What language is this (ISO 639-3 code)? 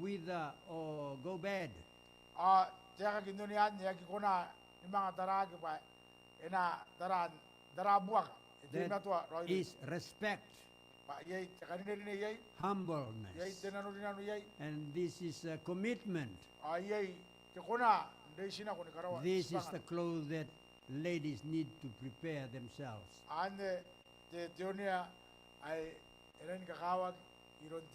gil